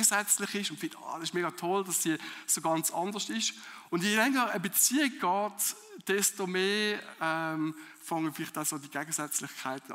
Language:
Swiss German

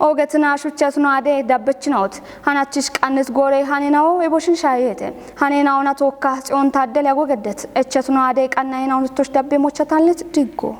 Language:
Kafa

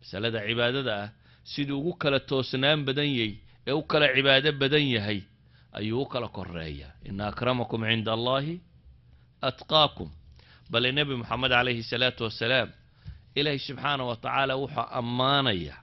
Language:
Somali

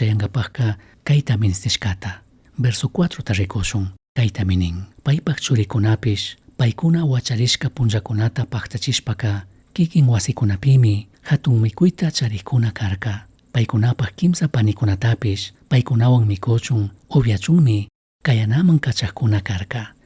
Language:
Chimborazo Highland Quichua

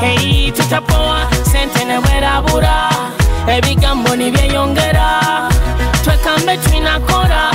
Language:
Nyoro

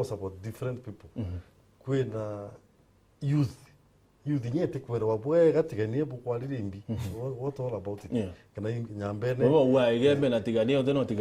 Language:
Meru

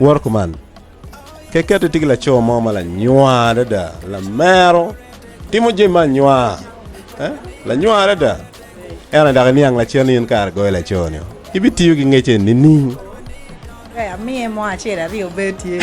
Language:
Acoli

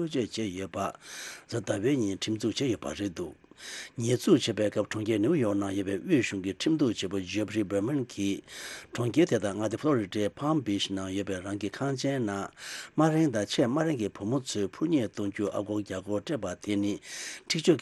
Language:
Tibetan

